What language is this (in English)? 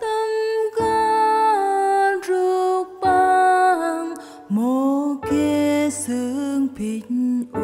Central Mnong